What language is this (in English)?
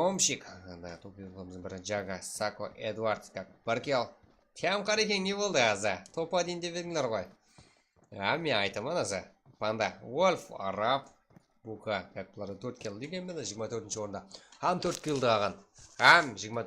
Kara-Kalpak